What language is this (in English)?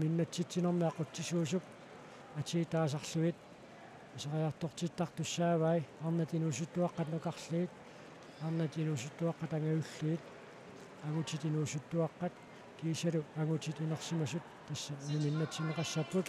Kalaallisut